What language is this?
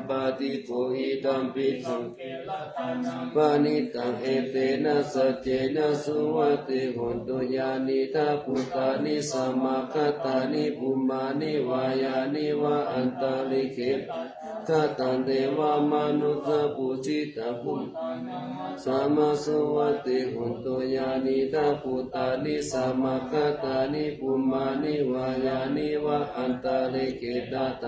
Pali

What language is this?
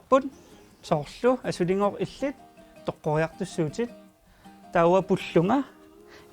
Kalaallisut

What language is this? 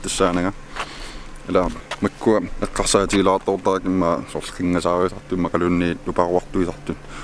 Kalaallisut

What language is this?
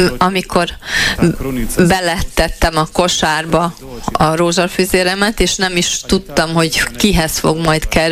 Hungarian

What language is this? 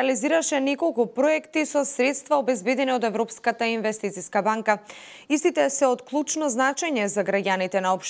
Macedonian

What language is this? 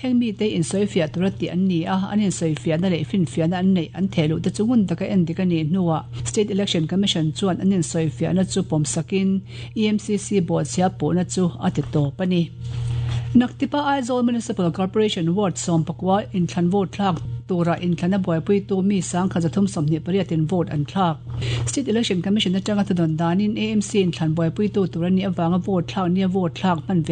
Mizo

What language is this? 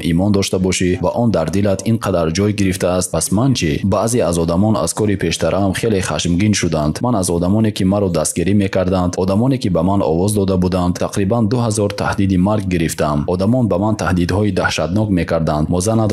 Tajik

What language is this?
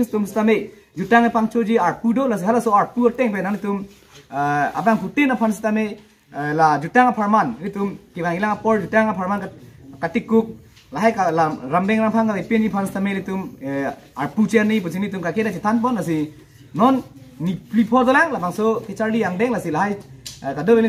Karbi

